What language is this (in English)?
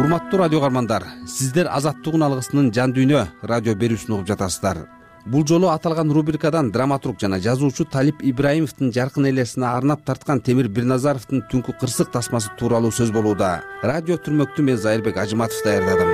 Kyrgyz